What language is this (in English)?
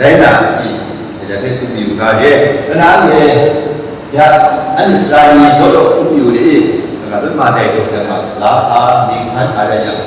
Kachin